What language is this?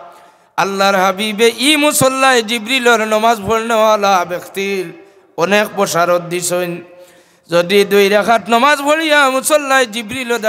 Sylheti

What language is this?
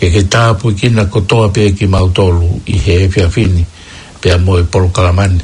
Tongan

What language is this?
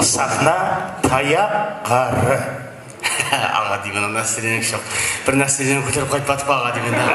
Kara-Kalpak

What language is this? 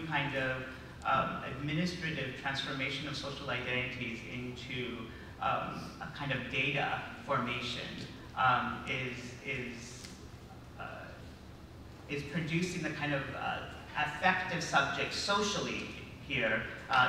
English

